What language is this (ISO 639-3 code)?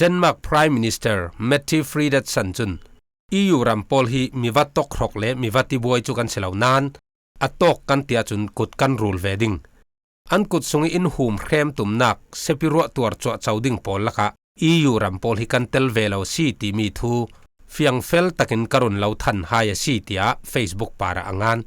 cfm